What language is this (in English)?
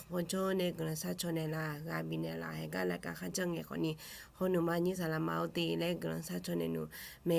Akha